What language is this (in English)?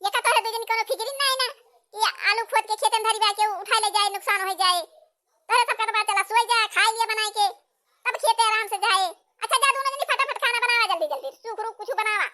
Awadhi